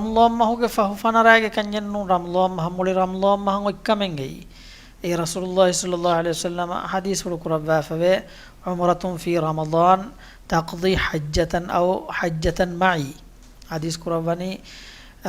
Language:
Divehi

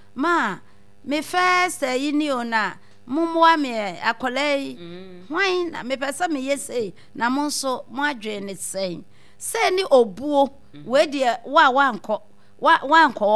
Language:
Akan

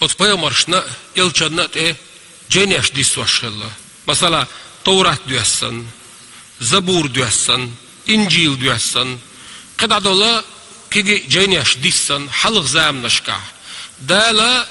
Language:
Chechen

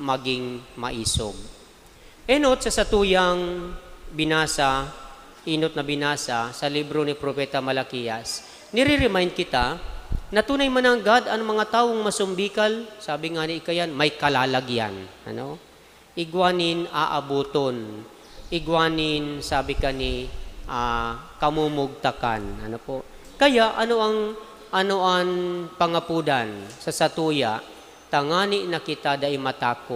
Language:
Bikol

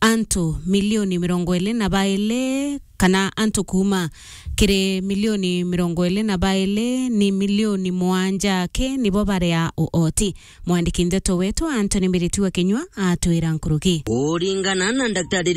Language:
Meru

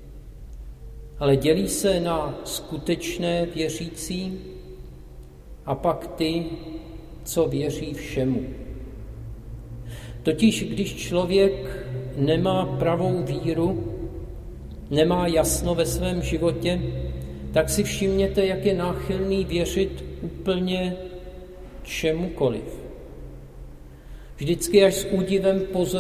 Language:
Czech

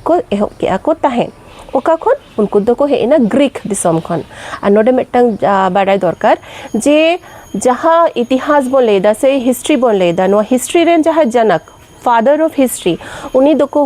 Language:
Santali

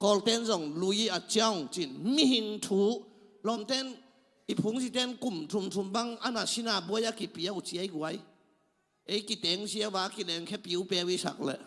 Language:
Tedim Chin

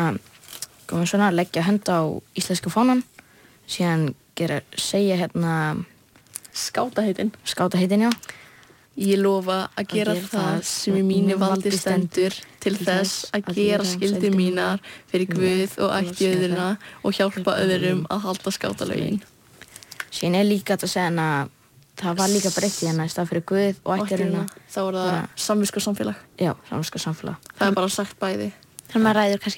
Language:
Icelandic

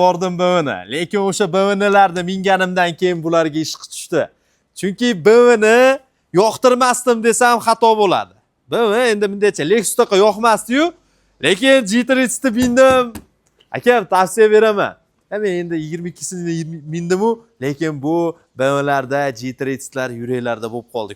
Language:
Uzbek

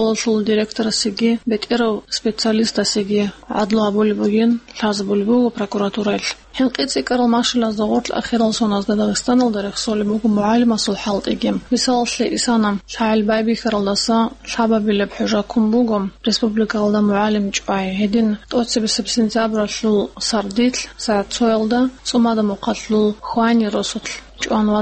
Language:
Avaric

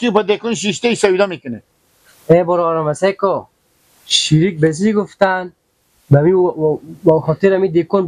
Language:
Persian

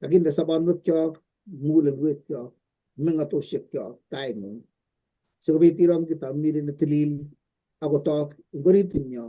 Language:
Kalenjin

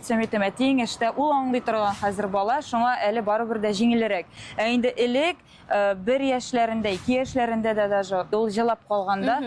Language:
Tatar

